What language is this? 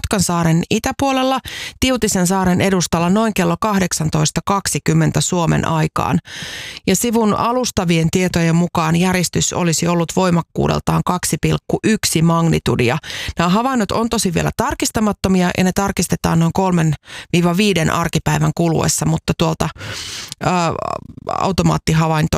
Finnish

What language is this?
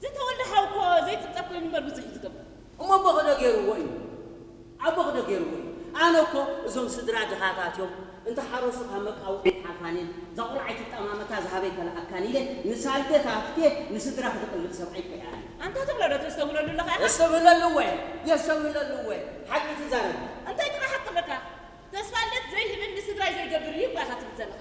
Tigrinya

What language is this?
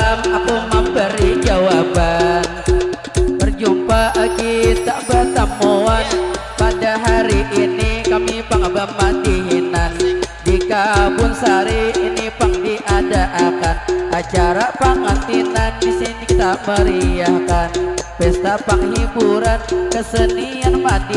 Banjar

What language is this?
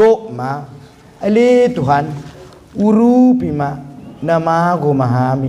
Batak Toba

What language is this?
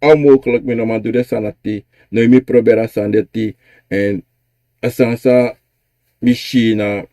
Sranan Tongo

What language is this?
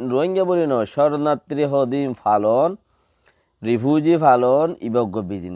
Rohingya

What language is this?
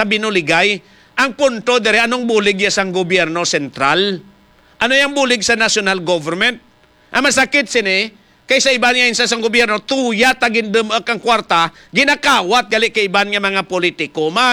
Hiligaynon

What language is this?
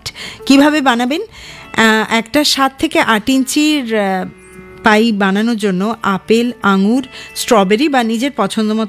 Bangla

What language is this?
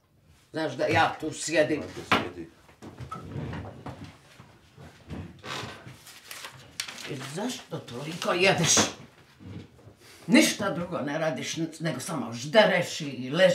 Croatian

